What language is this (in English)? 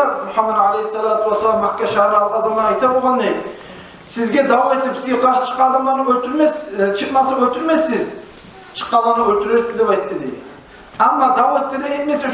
Kumyk